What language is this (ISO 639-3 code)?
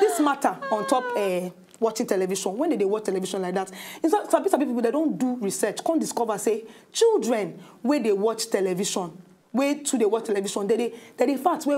pcm